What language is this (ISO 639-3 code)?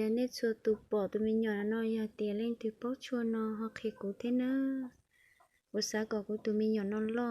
hmn